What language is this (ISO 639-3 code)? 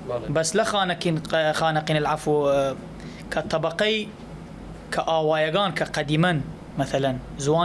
sdh